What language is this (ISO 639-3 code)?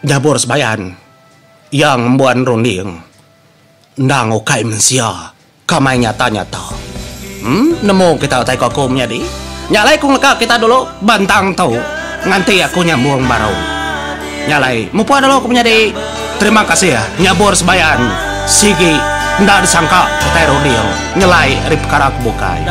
iba